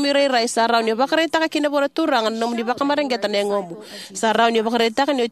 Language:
Fijian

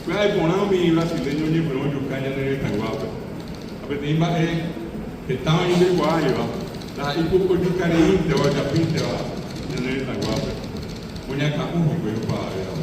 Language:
Guarani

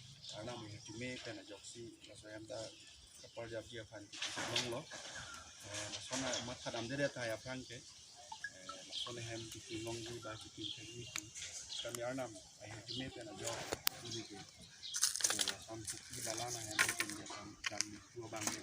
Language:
Karbi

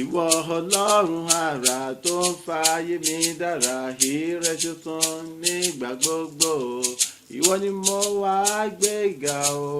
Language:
Yoruba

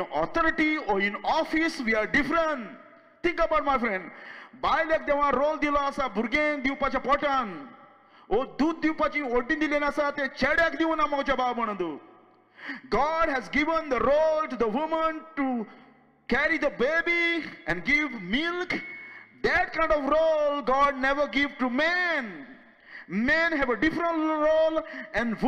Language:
Konkani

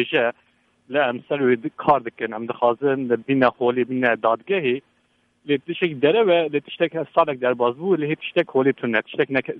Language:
Kurdish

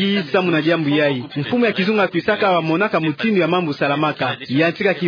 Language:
Kituba (Democratic Republic of Congo)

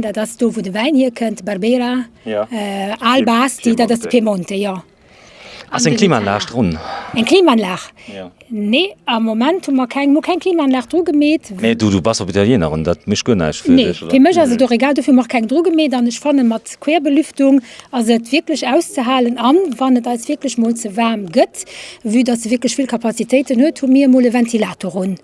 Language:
Luxembourgish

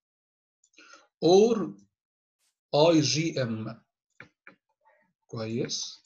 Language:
Egyptian Arabic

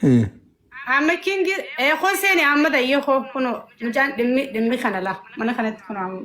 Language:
Oromo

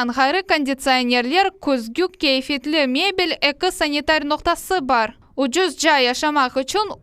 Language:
Crimean Tatar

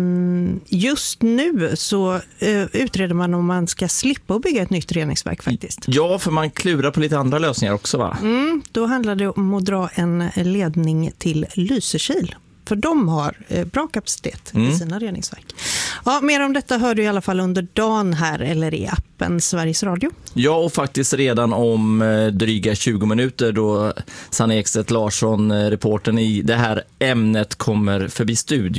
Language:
Swedish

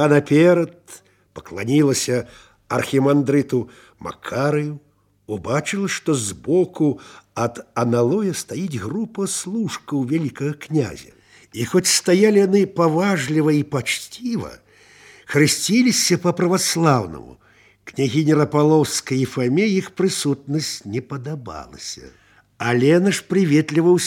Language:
Belarusian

